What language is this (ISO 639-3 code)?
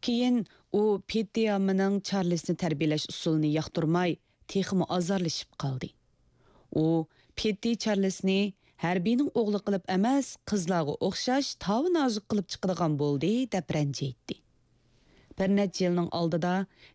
uig